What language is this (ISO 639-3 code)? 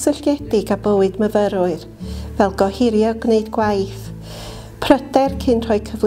cym